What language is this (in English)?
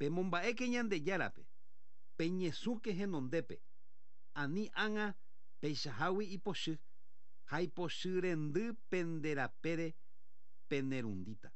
Guarani